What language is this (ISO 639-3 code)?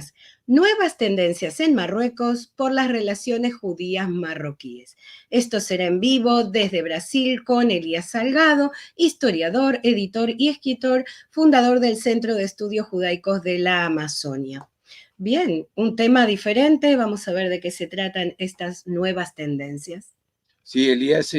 lad